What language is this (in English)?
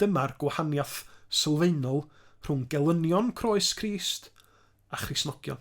Welsh